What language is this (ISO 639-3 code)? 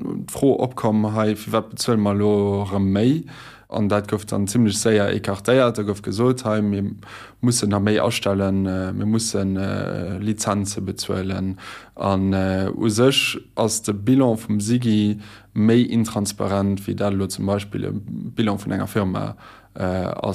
ltz